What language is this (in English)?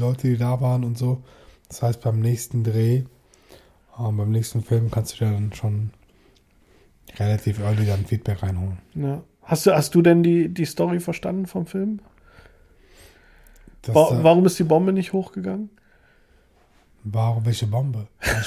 German